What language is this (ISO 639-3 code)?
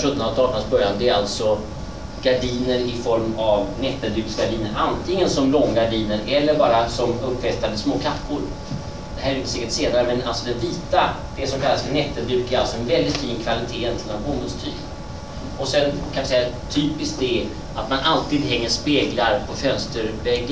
swe